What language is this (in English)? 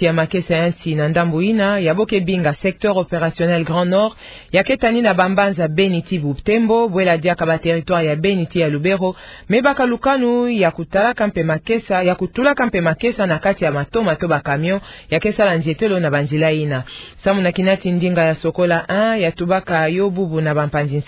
Kituba (Democratic Republic of Congo)